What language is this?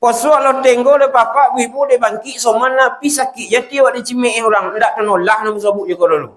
Minangkabau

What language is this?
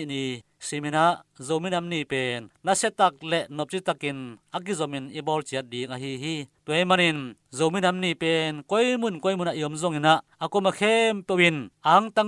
Tedim Chin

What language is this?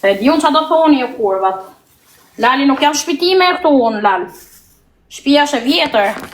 Albanian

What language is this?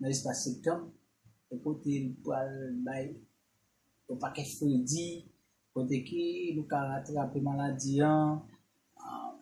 Haitian Creole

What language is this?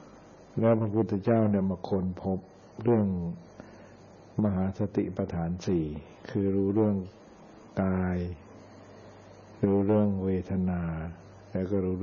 Thai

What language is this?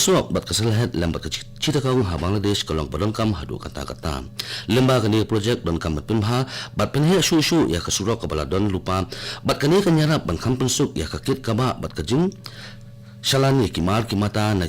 Khasi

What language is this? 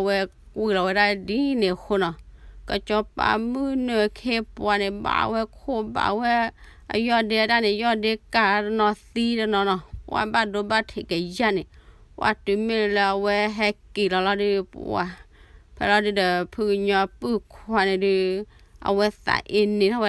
S'gaw Karen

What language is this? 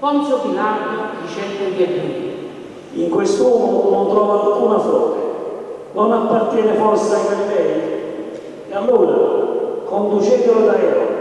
Neapolitan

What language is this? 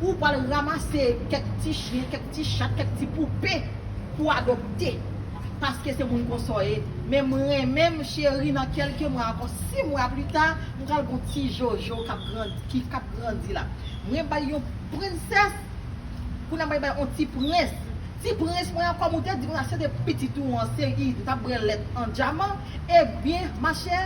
Haitian Creole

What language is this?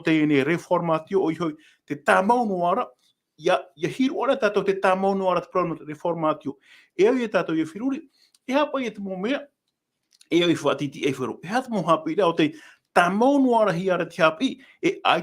Tahitian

